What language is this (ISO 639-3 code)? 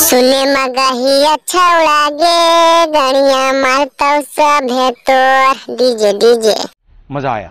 mag